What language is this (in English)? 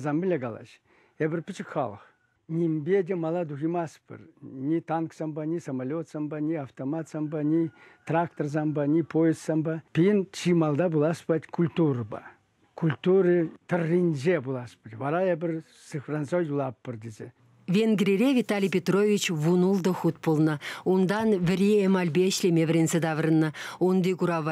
Chuvash